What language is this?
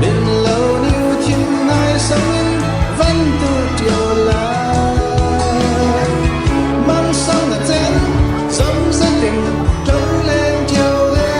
Falam Chin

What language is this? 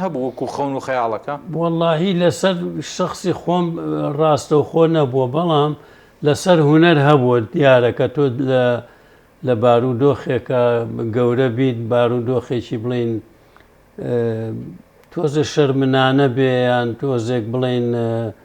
Central Kurdish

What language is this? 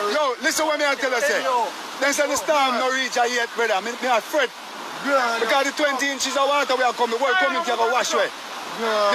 Jamaican Creole English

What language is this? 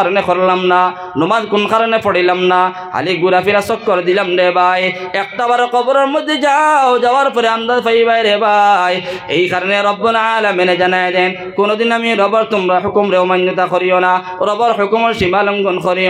Sylheti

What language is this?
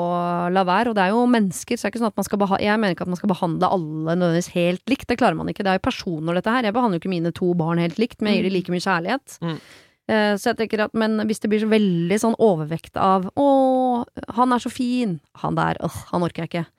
Norwegian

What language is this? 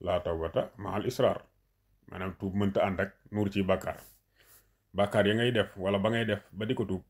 Wolof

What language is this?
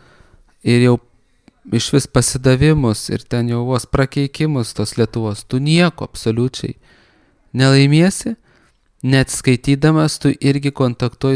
Lithuanian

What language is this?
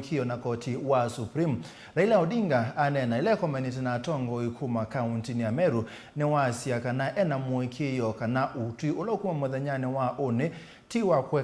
Kamba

